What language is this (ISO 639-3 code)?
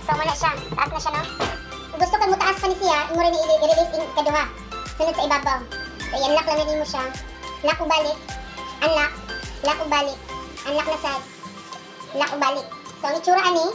ceb